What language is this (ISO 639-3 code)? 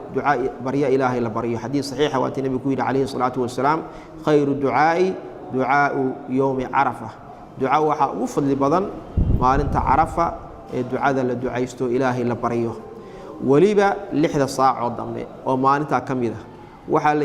som